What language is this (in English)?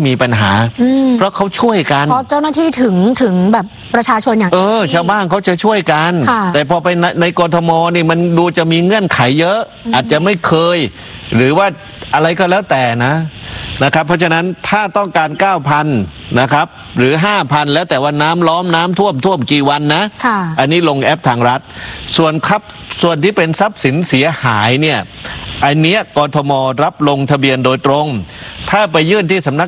Thai